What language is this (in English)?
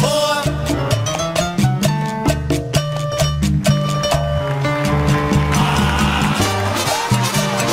Spanish